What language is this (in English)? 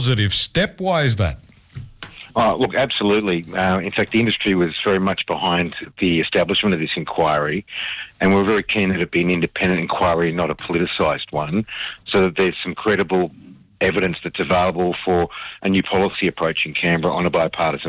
English